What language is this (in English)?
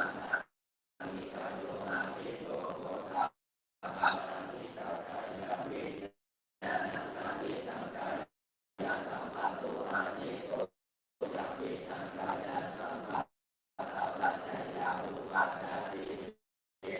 Pali